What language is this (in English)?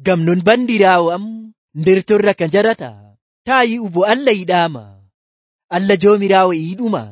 Nigerian Fulfulde